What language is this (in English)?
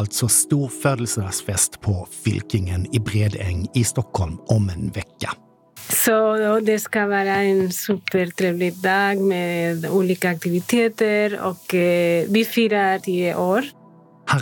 Swedish